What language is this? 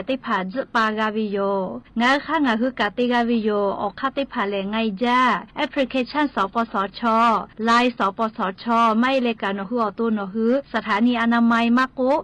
Lahu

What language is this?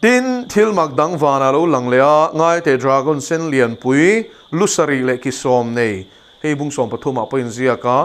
Mizo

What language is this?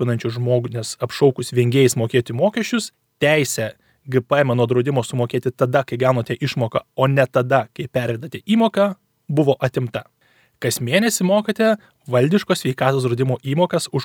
Lithuanian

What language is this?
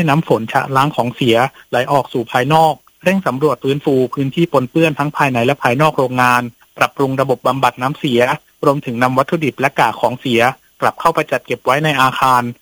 Thai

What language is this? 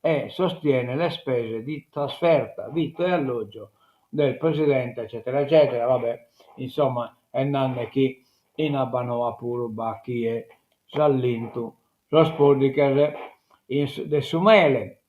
Sardinian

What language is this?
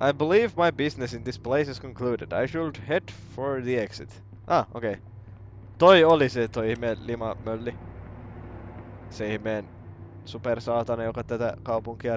Finnish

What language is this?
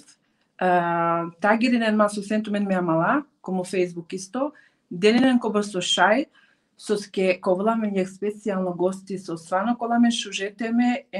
Balkan Romani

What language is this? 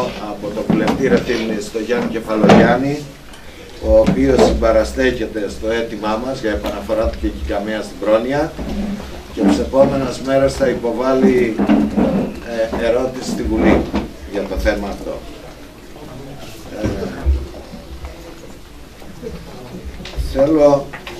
Greek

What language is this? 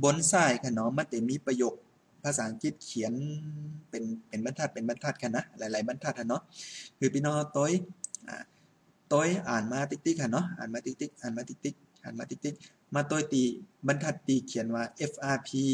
Shan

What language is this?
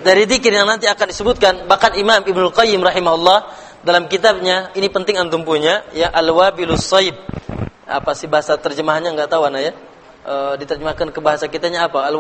Indonesian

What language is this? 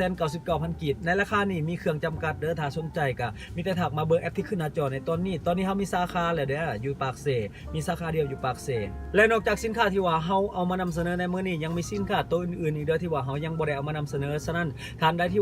Lao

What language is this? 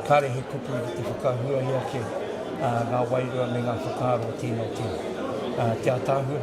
Māori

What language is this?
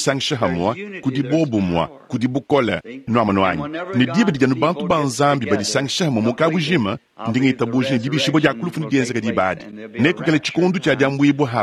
Luba-Lulua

